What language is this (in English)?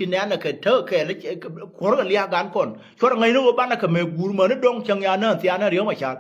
Nuer